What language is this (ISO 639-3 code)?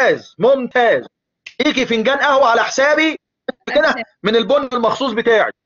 arz